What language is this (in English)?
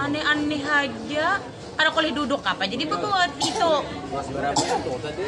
Banjar